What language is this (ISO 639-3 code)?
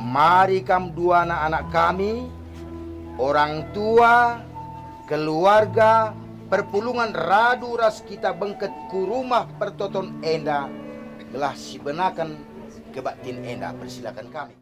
btx